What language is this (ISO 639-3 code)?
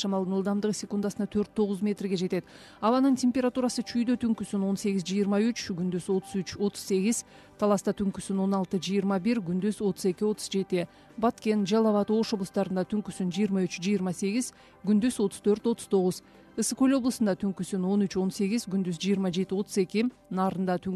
kir